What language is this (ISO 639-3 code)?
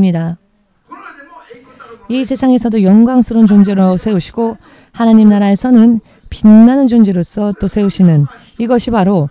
kor